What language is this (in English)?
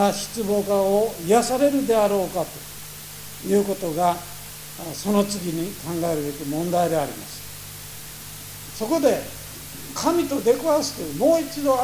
Japanese